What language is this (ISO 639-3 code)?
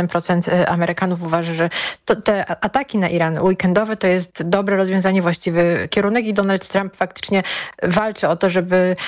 pol